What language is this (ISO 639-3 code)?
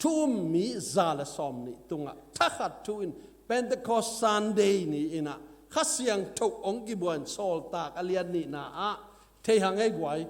ctd